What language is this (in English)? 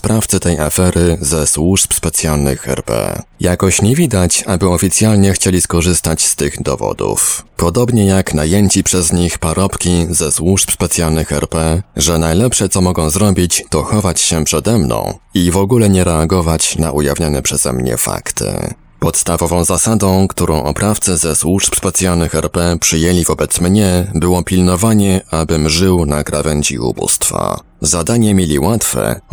Polish